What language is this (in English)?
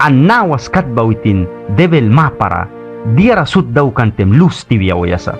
Mískito